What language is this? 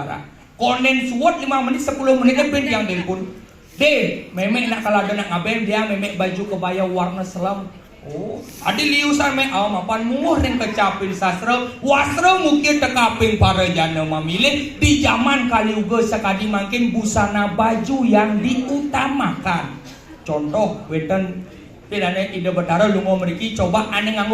Balinese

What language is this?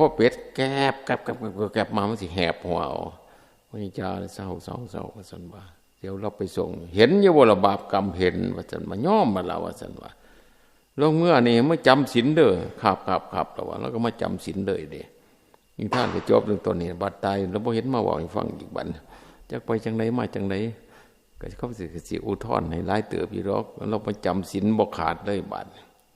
Northeastern Thai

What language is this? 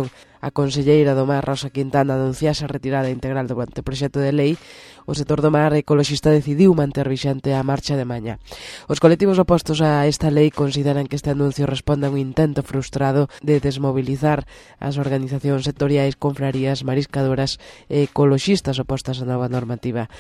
Galician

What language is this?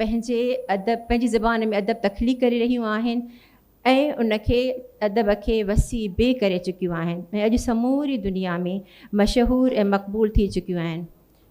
Sindhi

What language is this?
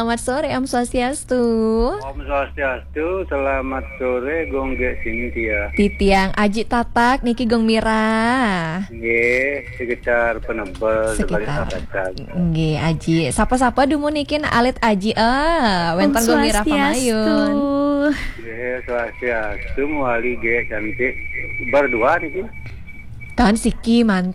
Balinese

